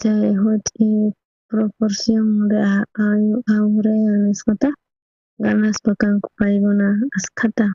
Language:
South Bolivian Quechua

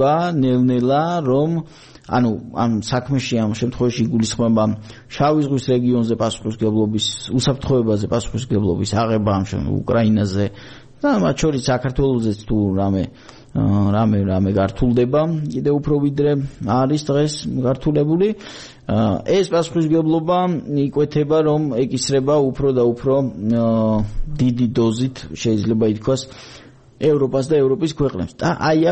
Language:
Georgian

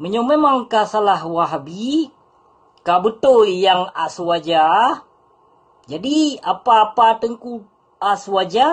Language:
Achinese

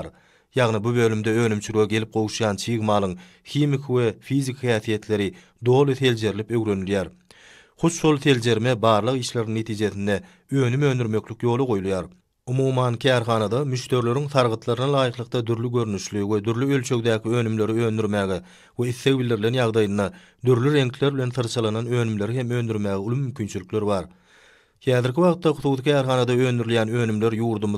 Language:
Turkmen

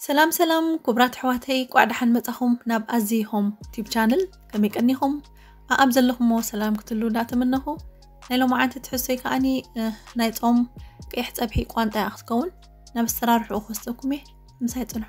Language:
Tigrinya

